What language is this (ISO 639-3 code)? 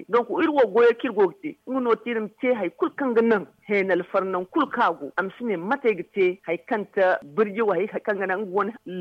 dje